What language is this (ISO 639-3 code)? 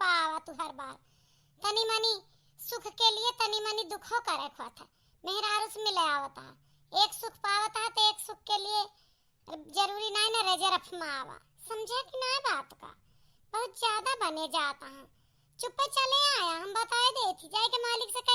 awa